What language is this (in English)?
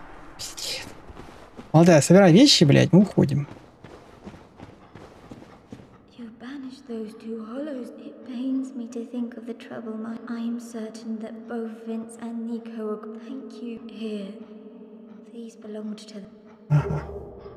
Russian